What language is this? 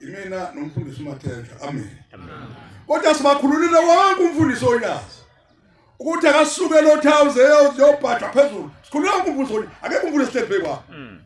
Zulu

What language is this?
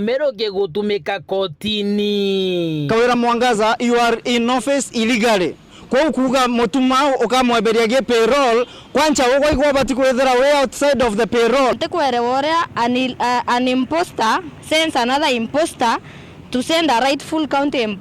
Meru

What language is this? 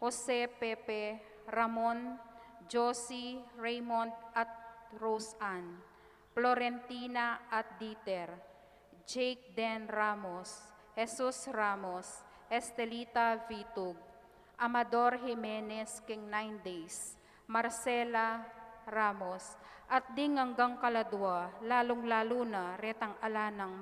Pampanga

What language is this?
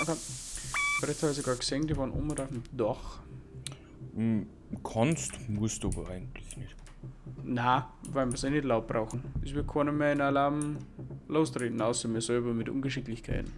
Bavarian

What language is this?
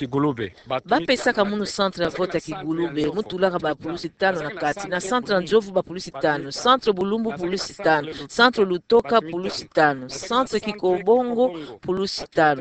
Kituba (Democratic Republic of Congo)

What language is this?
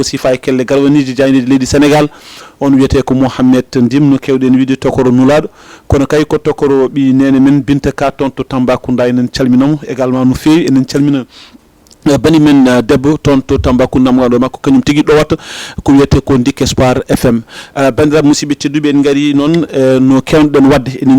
Fula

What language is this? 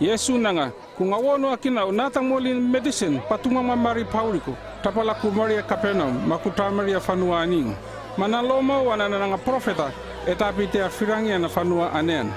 North Efate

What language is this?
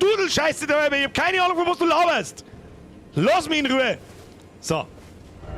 Bavarian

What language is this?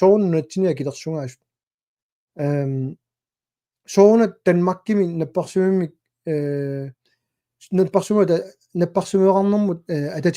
Kalaallisut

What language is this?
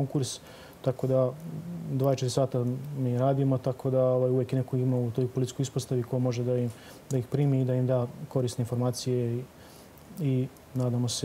Serbian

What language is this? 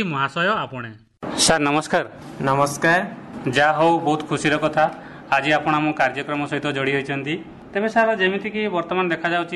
Odia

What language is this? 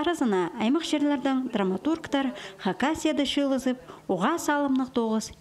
Khakas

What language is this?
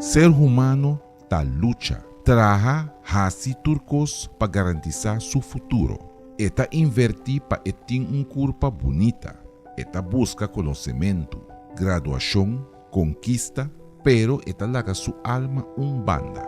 Papiamento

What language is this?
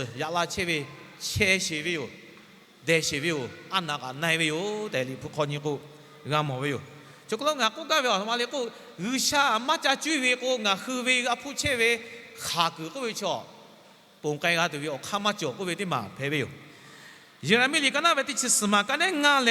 Lahu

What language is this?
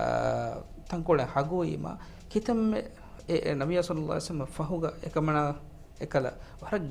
Divehi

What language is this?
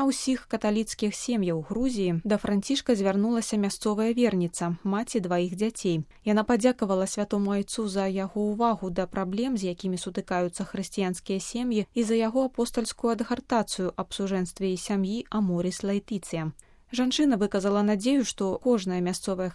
Belarusian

